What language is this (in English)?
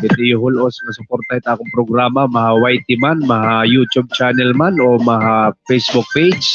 Waray